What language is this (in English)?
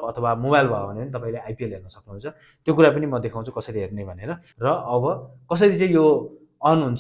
Nepali